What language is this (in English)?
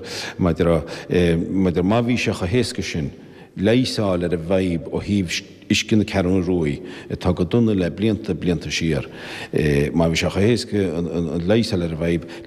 Irish